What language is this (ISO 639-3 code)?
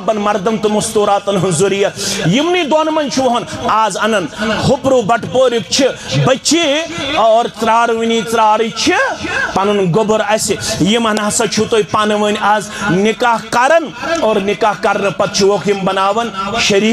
kas